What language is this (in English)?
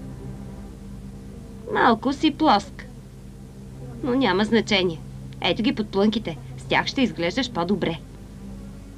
Bulgarian